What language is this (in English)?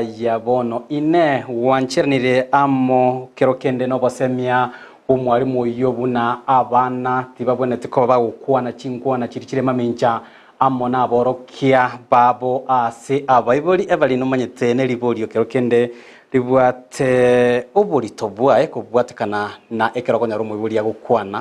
Gusii